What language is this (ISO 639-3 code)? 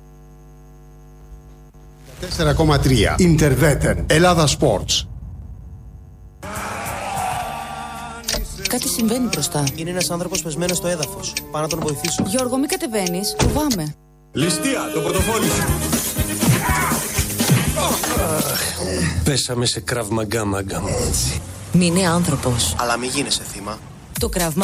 ell